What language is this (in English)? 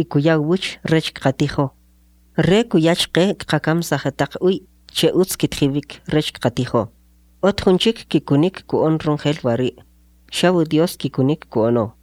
Kʼicheʼ